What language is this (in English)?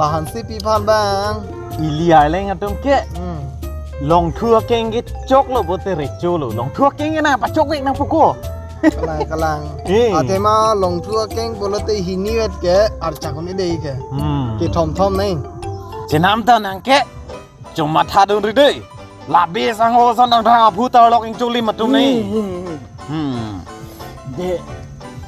Karbi